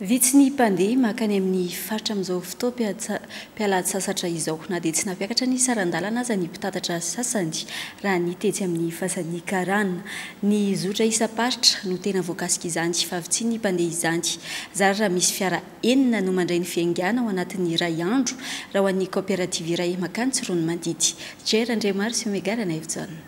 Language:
Malagasy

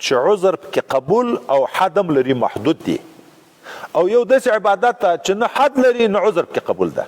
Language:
Pashto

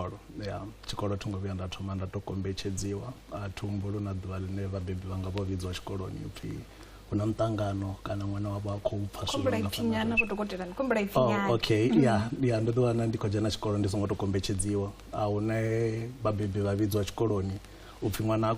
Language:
Venda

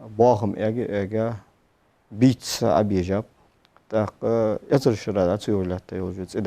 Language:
Ingush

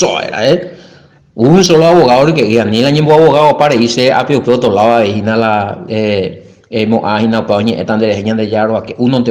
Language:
Guarani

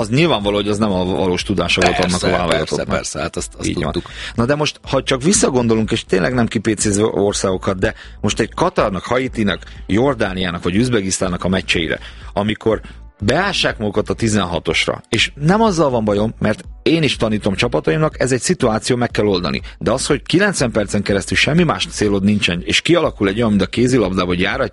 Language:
Hungarian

